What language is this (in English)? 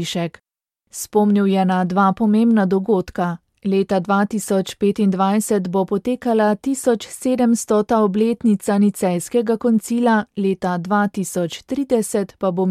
Slovenian